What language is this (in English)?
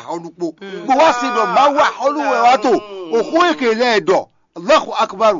Fon